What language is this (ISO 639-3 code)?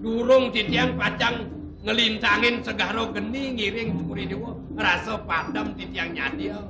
ban